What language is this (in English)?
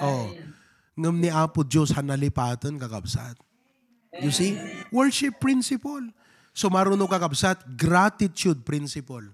Iloko